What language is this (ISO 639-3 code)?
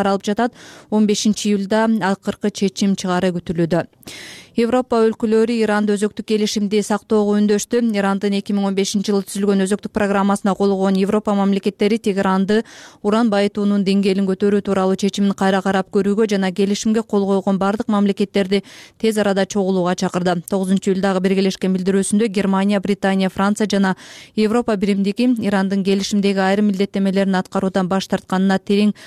kir